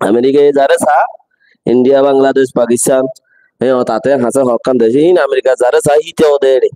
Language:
Rohingya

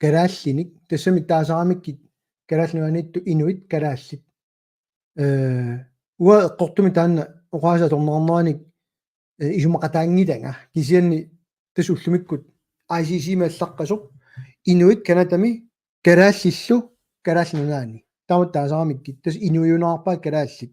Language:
Kalaallisut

